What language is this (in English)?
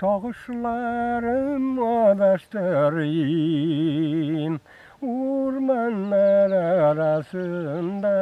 Bashkir